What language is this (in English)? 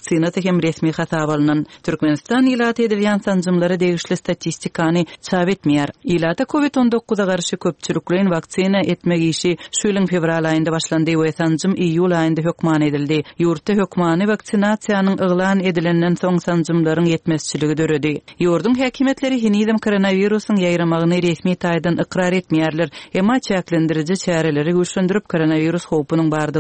Turkmen